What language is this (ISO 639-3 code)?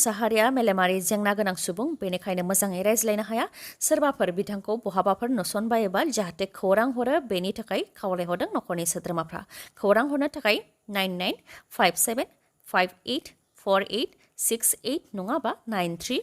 brx